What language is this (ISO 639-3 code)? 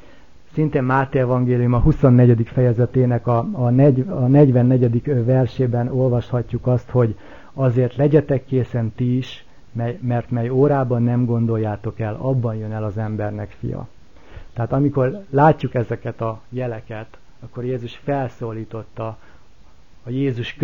hun